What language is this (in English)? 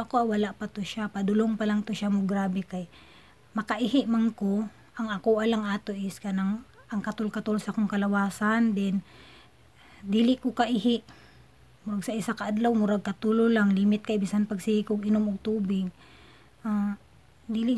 Cebuano